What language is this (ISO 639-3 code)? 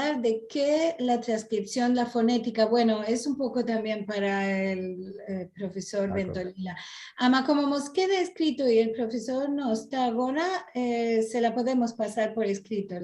lad